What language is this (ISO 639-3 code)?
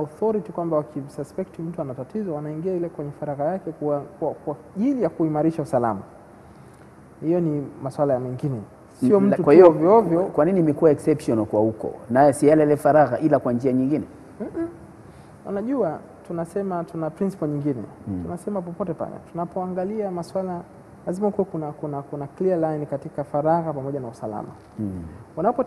swa